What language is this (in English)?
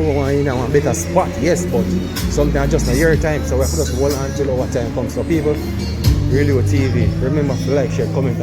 Jamaican Creole English